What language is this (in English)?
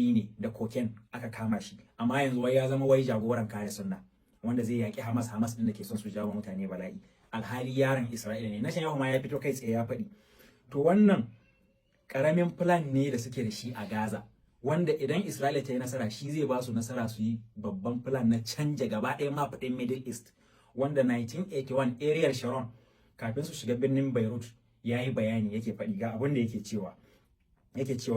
Hausa